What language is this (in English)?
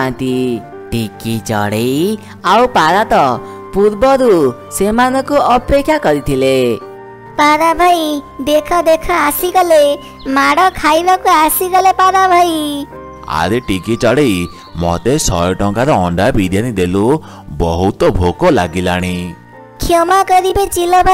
Odia